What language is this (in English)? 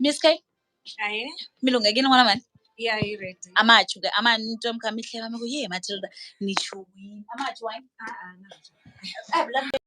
Tsonga